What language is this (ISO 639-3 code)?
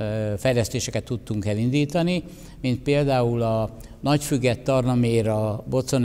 hun